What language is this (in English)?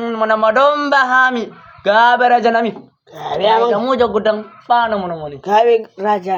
Batak Toba